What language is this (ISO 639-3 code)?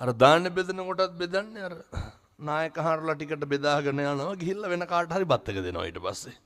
sin